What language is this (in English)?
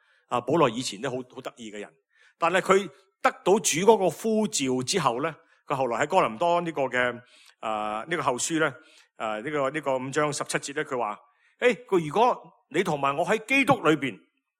Cantonese